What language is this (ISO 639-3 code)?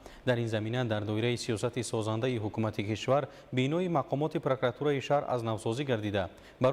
tgk